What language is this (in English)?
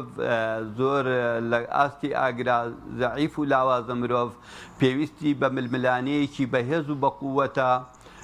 Central Kurdish